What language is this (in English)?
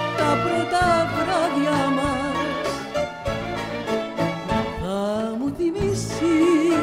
Greek